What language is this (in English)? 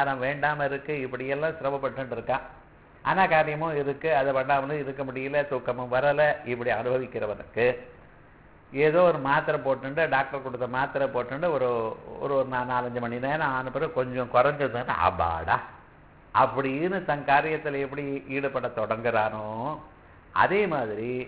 Tamil